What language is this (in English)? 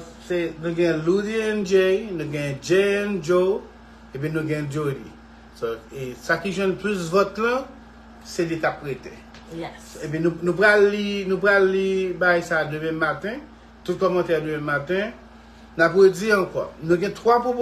Haitian Creole